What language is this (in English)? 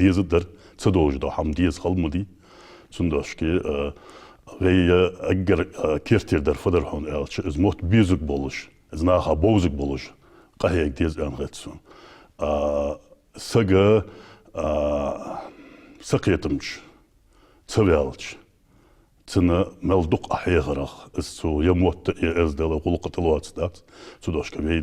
Ingush